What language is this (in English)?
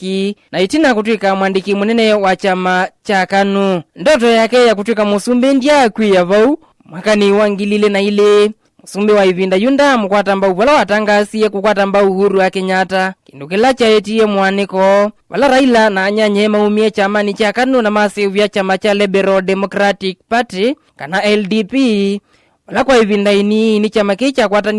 Kamba